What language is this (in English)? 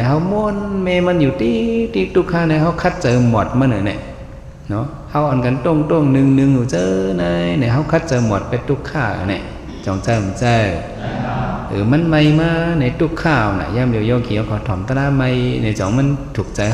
Shan